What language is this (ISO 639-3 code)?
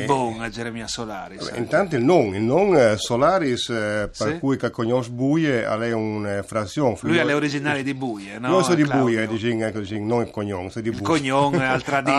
fur